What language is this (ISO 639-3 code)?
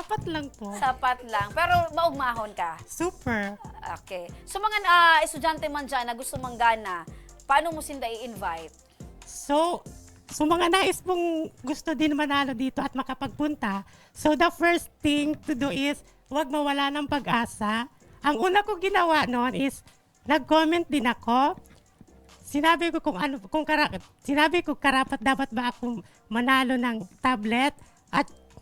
bik